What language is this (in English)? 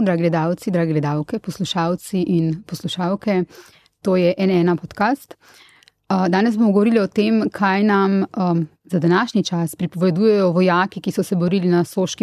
Slovenian